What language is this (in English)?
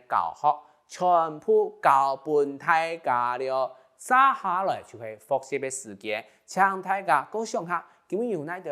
Hakka Chinese